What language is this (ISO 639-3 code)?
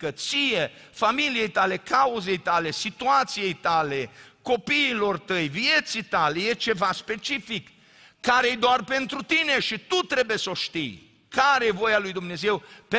ron